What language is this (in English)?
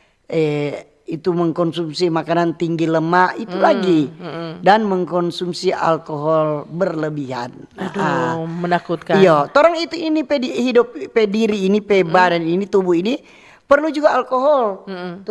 Manado Malay